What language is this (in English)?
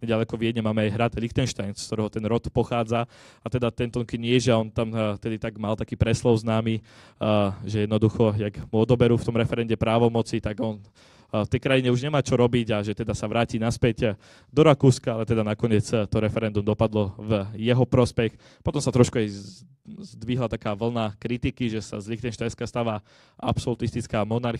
Slovak